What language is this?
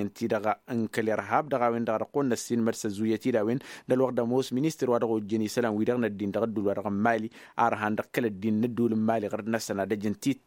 Tamasheq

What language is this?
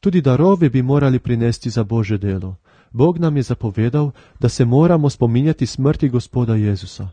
Slovenian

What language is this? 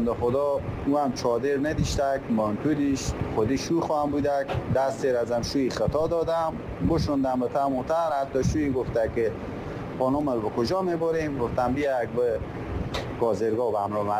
Persian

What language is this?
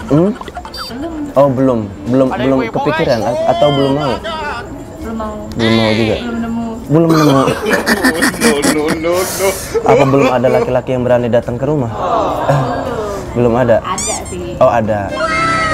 Indonesian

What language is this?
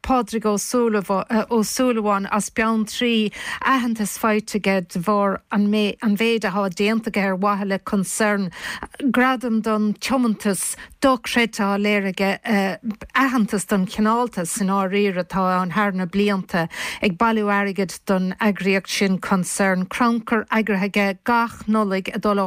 Irish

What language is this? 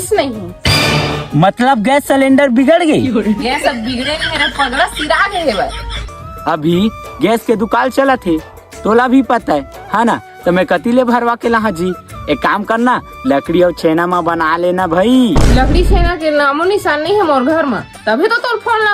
Chhattisgarhi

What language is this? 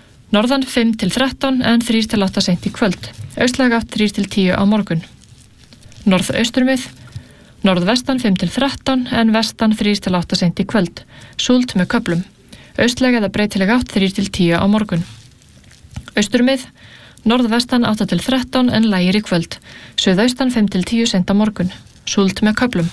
Icelandic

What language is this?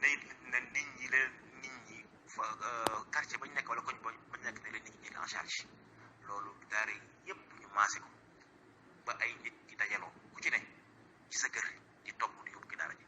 Wolof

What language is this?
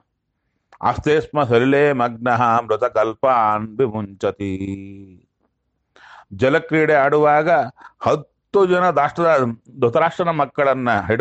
Kannada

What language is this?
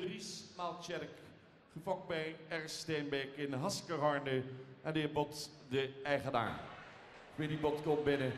Western Frisian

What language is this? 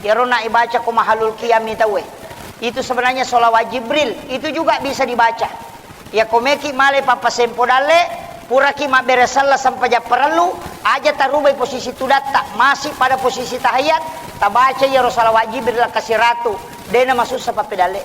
Buginese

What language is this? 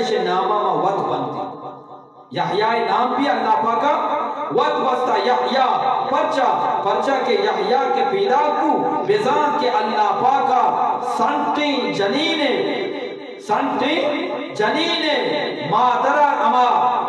Eastern Balochi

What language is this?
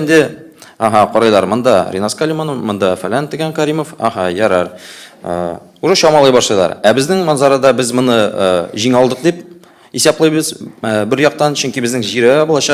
Tatar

